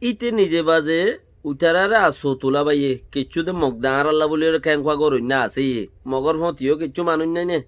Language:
Rohingya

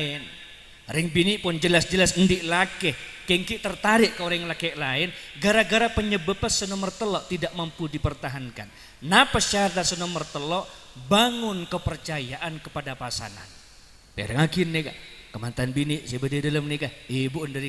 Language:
Madurese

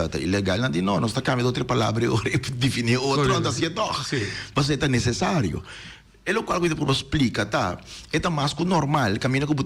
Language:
Papiamento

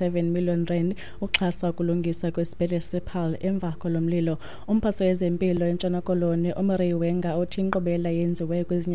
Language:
Xhosa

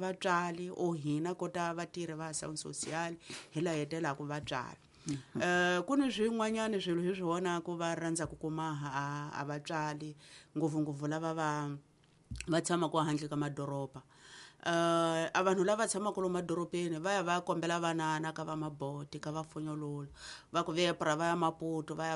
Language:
Tsonga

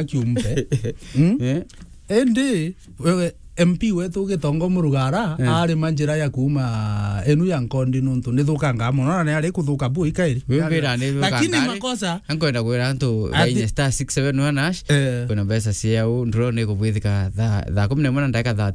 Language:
Meru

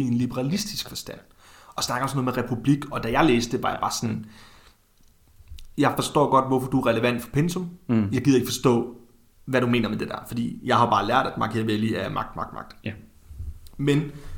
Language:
Danish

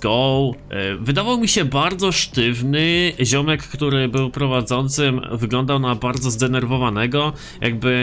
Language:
Polish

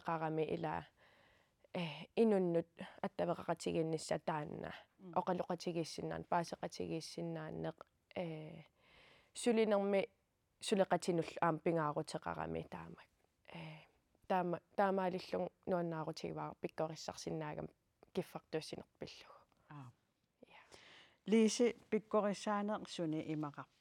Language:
Kalaallisut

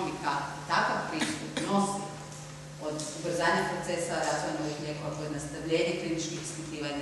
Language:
Croatian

